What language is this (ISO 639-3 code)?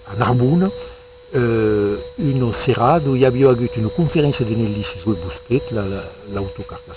oci